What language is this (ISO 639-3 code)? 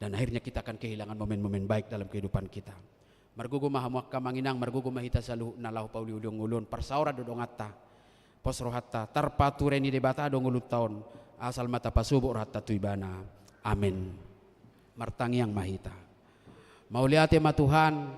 bbc